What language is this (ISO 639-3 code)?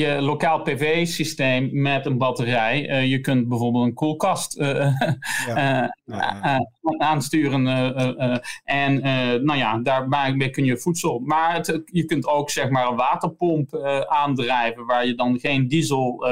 nld